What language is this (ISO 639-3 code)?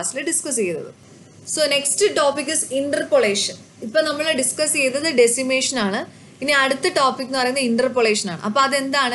mal